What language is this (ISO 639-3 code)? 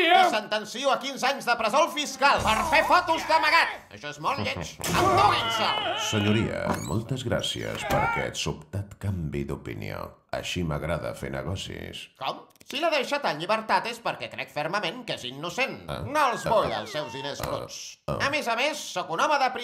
cat